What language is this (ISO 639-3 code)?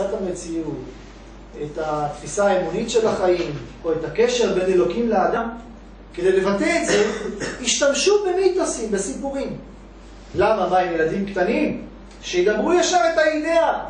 heb